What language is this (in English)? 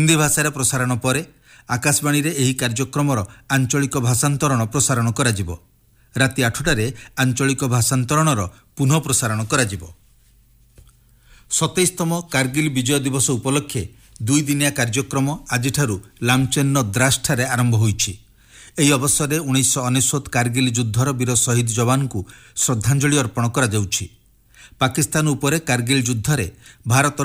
Odia